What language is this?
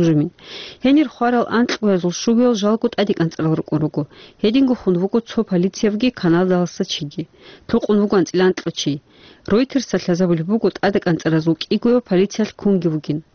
Avaric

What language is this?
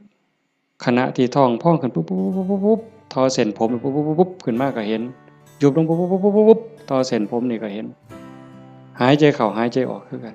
Lao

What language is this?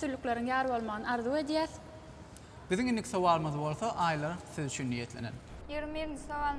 Turkmen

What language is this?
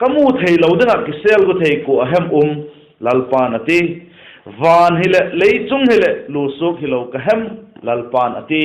Vaiphei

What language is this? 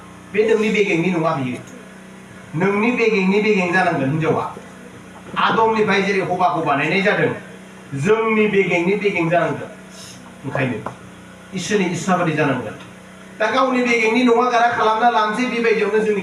Bodo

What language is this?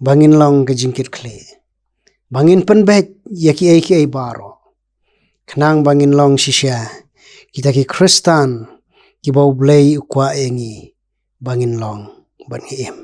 Khasi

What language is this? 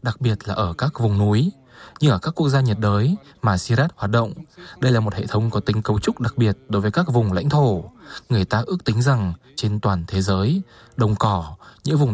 Vietnamese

